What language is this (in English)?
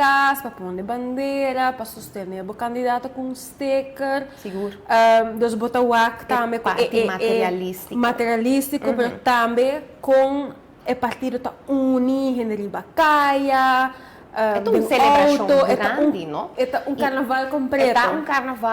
Papiamento